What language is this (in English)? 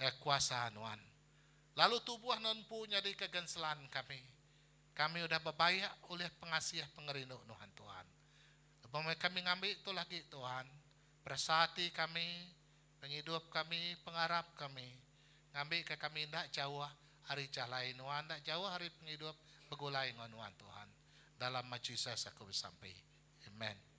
Iban